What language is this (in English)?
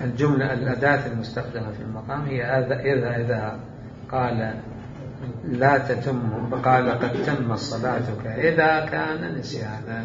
Mesopotamian Arabic